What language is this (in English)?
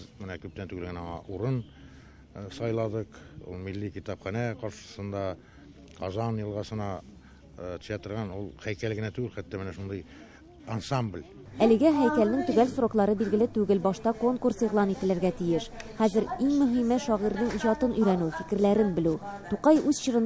Tatar